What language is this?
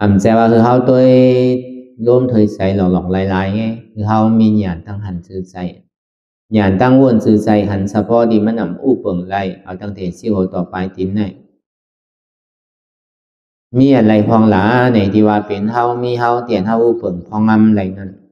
Shan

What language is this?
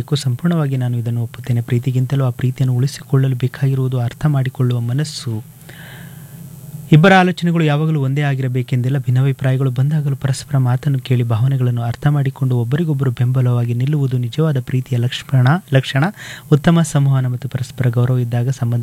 Kannada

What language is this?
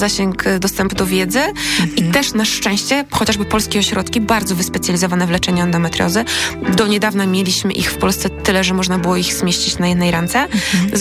Polish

